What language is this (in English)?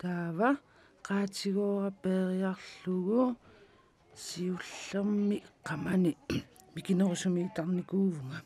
Kalaallisut